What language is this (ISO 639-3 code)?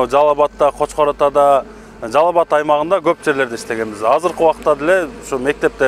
kir